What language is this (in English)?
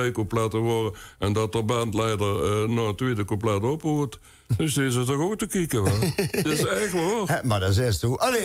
Limburgish